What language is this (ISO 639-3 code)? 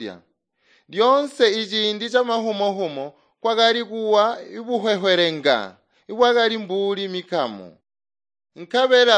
toi